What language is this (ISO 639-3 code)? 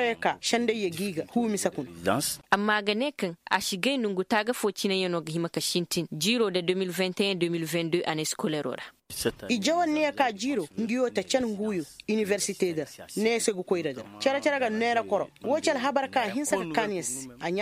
ses